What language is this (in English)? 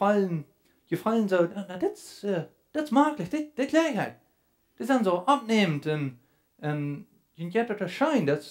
Plautdietsch